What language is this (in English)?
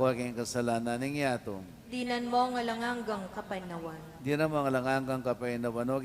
Pampanga